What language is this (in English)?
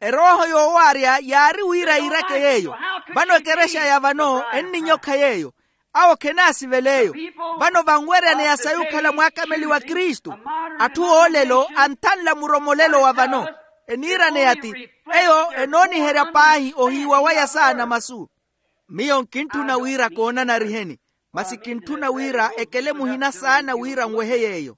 Makhuwa